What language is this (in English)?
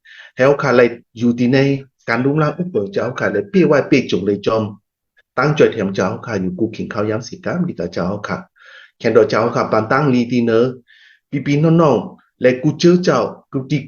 Shan